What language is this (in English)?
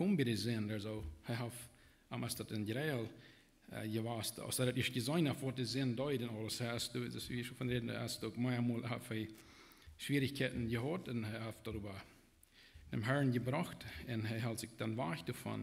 Plautdietsch